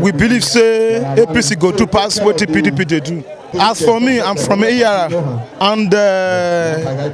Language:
Nigerian Pidgin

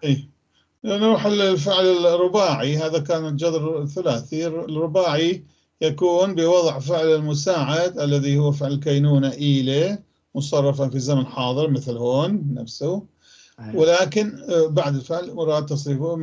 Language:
North Levantine Arabic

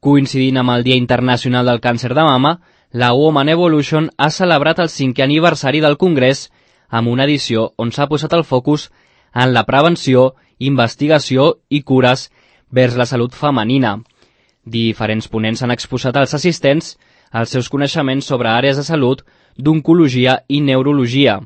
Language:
Catalan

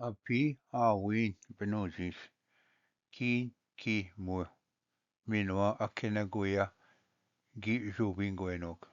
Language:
Ojibwa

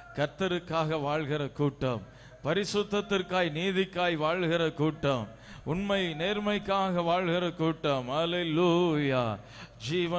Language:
Tamil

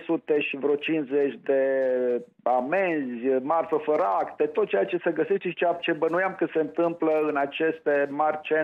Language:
Romanian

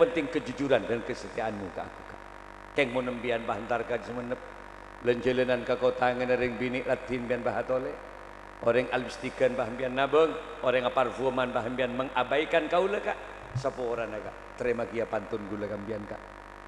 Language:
Madurese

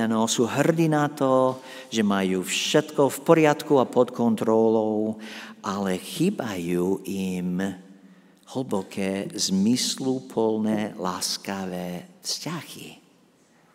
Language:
Slovak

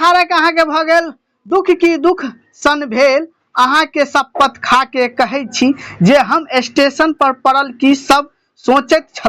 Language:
Maithili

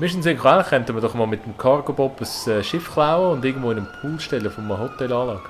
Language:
Swiss German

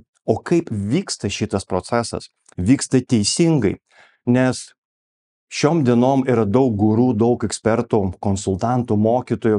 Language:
Lithuanian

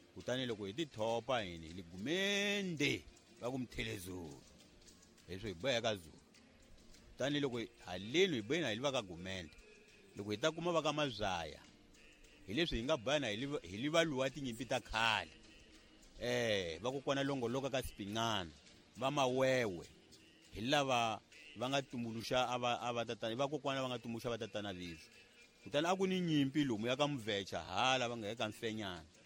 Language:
Tsonga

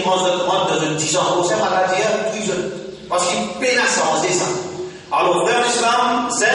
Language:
Morisyen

